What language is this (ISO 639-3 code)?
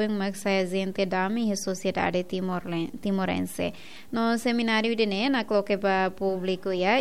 tet